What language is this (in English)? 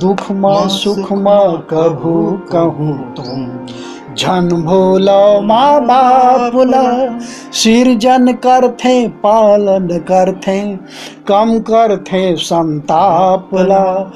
Chhattisgarhi